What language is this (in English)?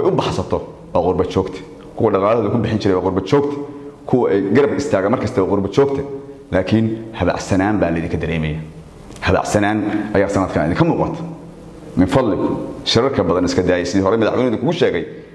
Somali